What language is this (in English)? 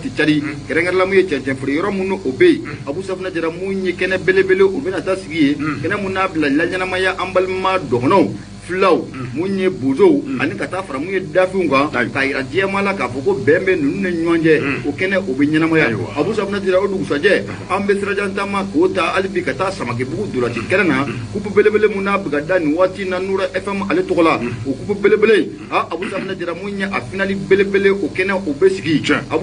Bambara